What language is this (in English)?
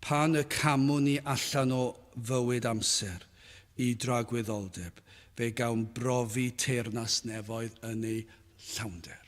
Welsh